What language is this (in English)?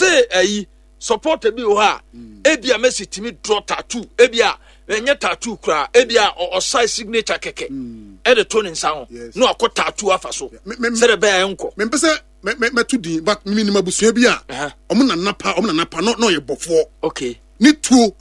Akan